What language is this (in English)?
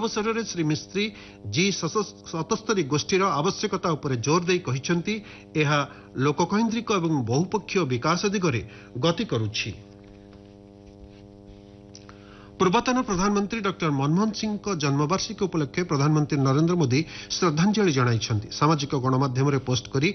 Odia